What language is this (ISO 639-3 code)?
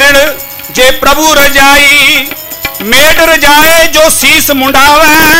pan